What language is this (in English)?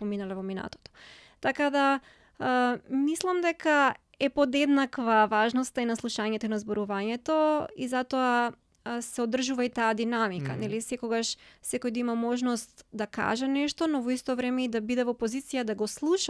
Macedonian